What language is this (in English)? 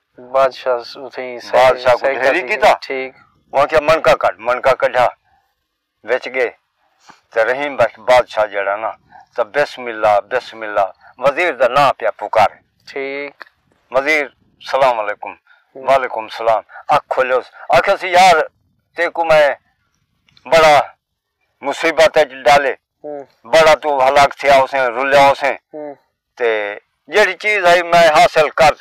Saraiki